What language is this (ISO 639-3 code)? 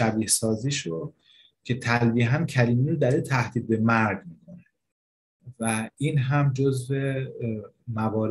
fas